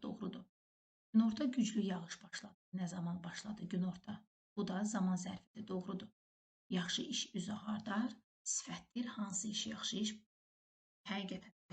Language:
Azerbaijani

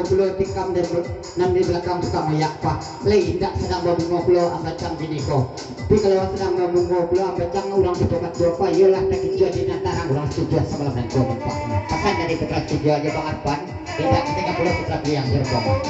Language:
Minangkabau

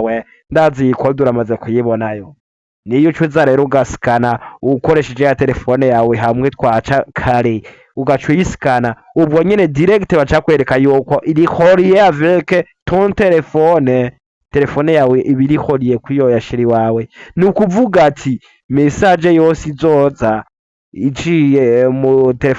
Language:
Rundi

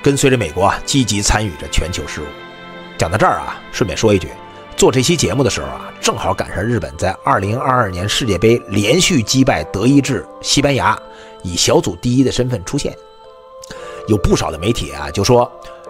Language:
Chinese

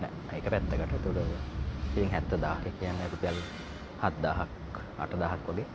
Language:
Sinhala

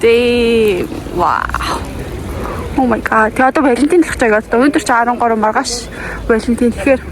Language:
Mongolian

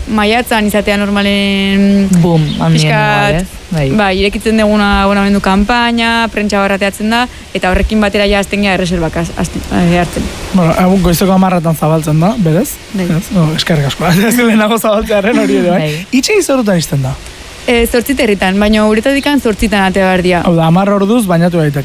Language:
Basque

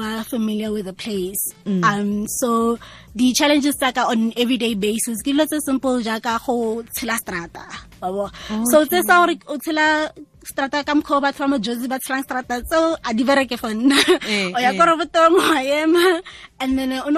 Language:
Tswana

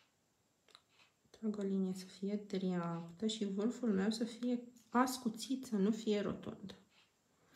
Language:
Romanian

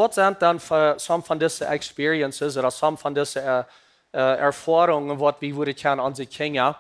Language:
Plautdietsch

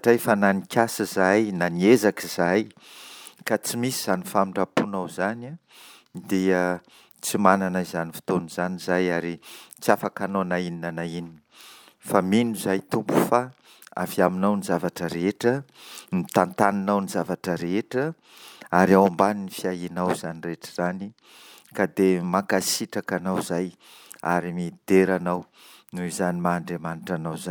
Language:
Malagasy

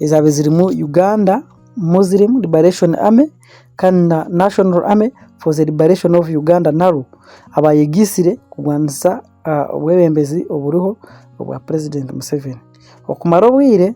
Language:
Nyankole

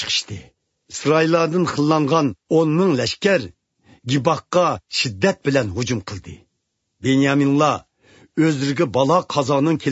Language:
Uyghur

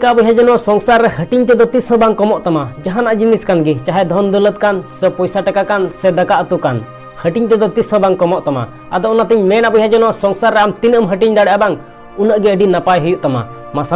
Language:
Santali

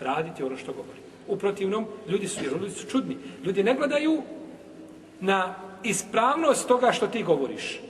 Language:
Bosnian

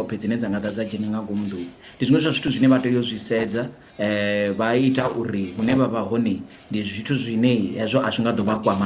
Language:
Venda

